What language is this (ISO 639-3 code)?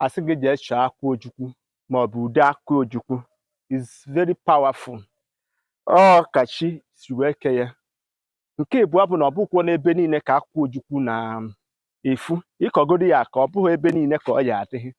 ibo